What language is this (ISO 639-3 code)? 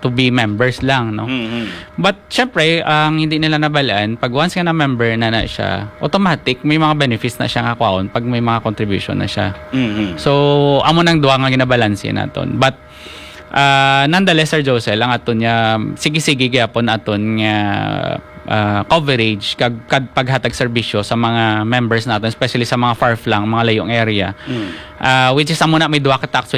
hil